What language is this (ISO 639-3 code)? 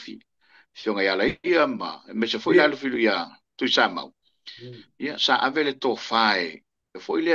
smo